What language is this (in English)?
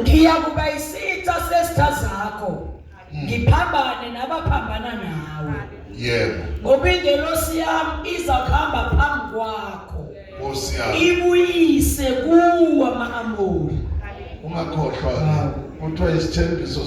Zulu